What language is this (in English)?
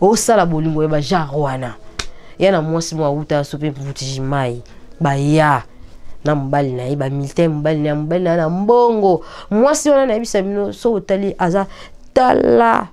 Lingala